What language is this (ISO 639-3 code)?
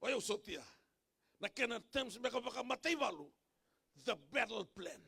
fij